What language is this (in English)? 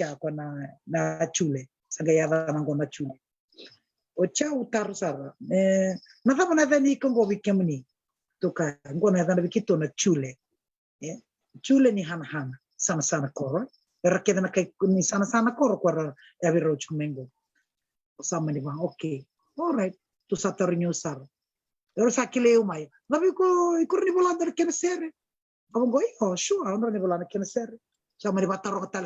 Fijian